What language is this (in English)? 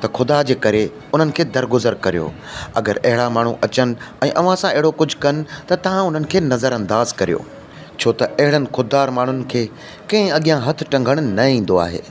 Sindhi